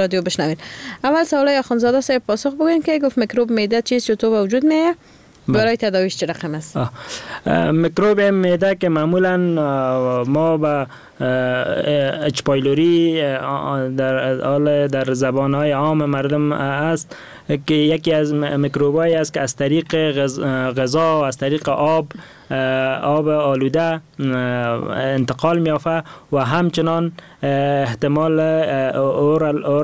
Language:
Persian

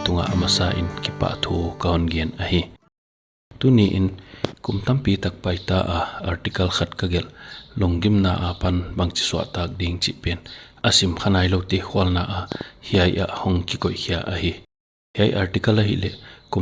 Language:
Paite Chin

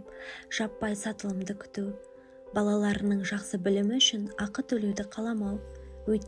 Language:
Kazakh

